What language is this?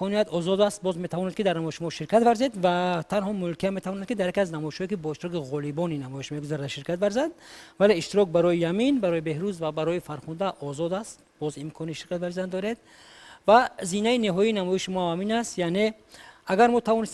Tajik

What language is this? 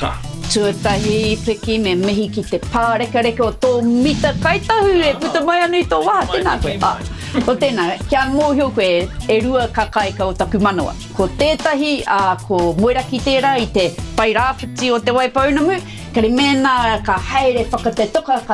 Māori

